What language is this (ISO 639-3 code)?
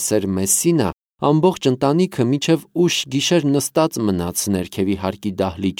hye